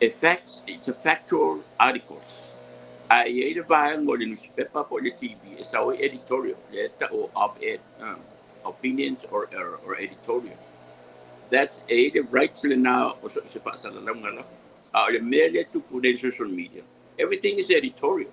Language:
Samoan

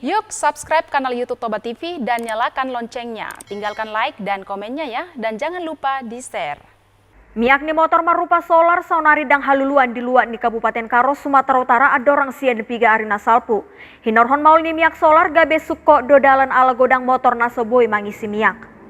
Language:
Batak Toba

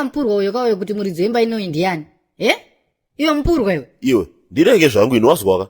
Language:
Shona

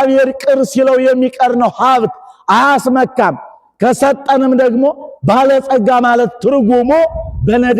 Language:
Amharic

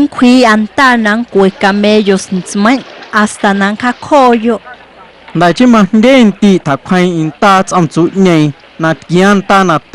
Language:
Guerrero Amuzgo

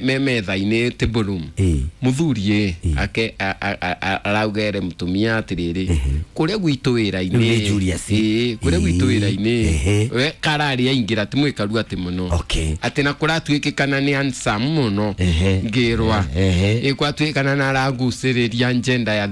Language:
Kikuyu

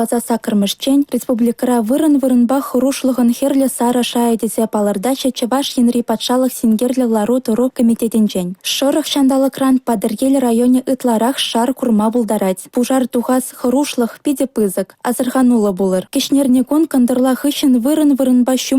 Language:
Chuvash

